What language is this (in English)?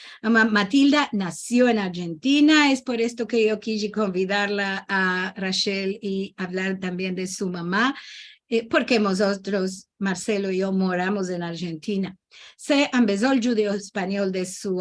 Ladino